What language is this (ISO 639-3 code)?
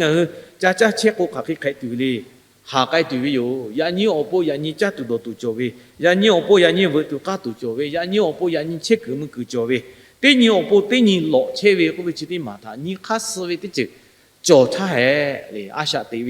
lhu